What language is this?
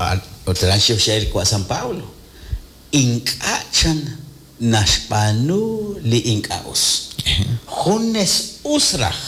Kekchí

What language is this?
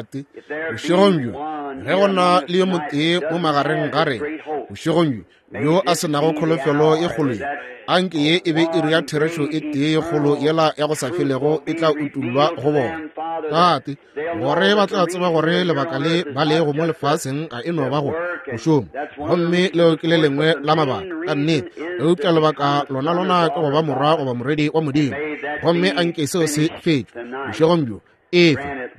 Northern Sotho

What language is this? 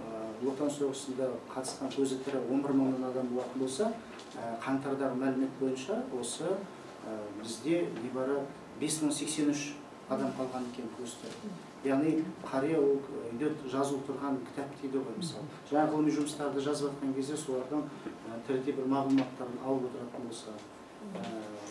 Kazakh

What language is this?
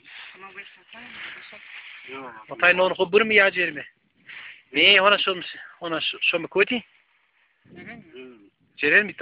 Zaza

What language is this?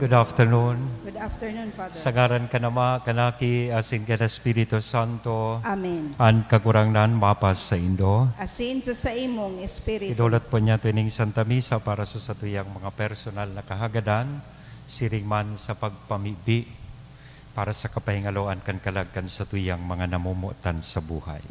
Bikol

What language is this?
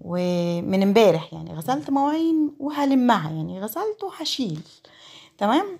Egyptian Arabic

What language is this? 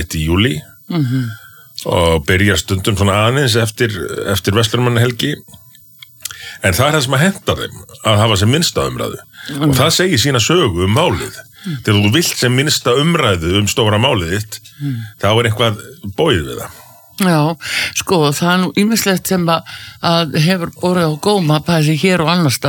Icelandic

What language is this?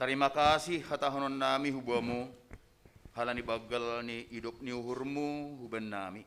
Batak Simalungun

